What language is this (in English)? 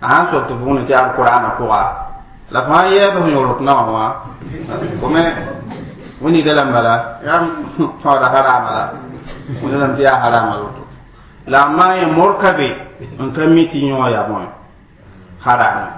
Mossi